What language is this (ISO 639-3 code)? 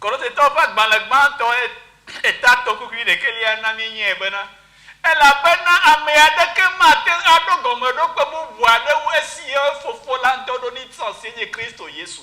ewe